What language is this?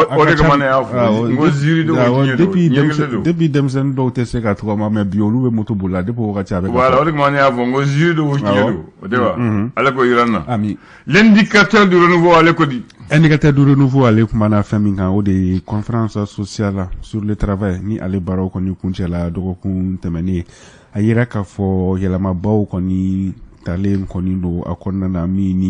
Bambara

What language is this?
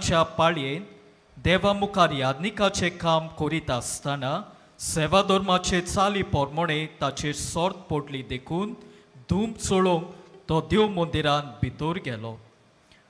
Konkani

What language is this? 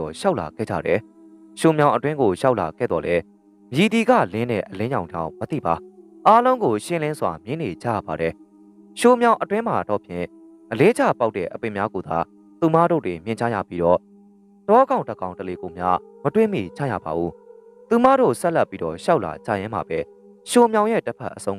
Burmese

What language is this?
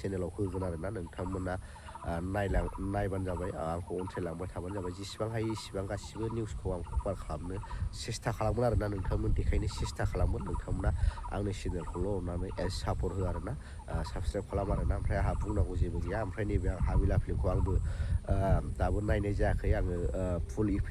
Bodo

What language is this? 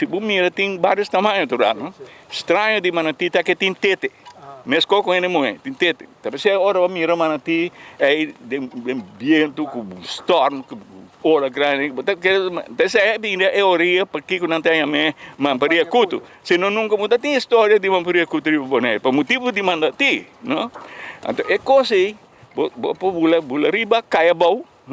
Papiamento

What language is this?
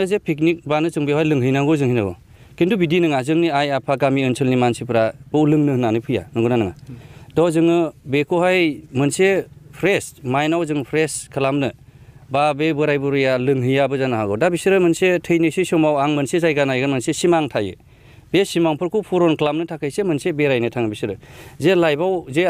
Bodo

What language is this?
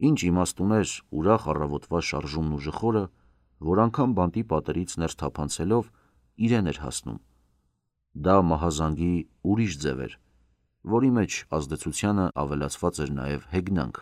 Armenian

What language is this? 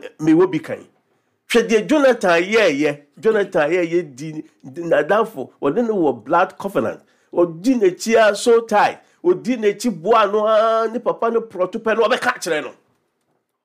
Akan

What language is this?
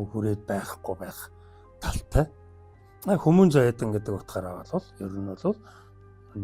Mongolian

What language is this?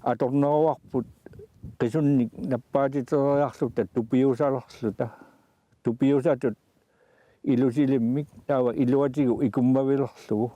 Kalaallisut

